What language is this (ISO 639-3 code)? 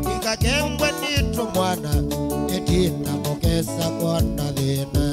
kam